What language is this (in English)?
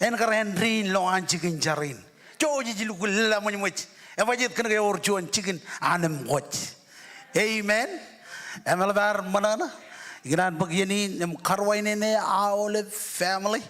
Marshallese